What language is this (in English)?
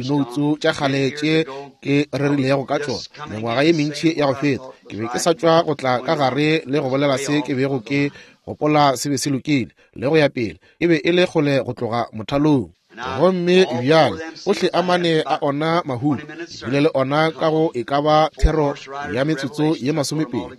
Northern Sotho